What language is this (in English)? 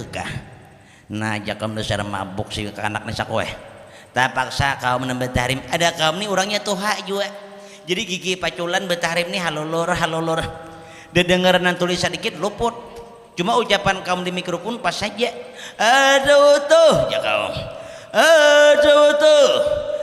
Banjar